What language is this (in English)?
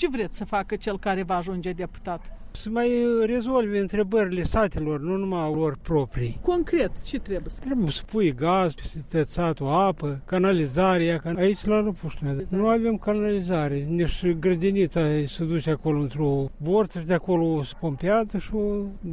Romanian